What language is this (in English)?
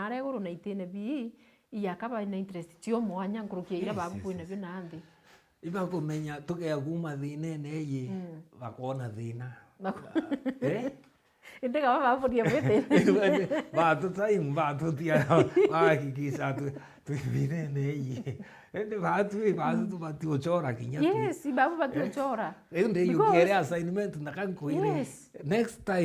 Meru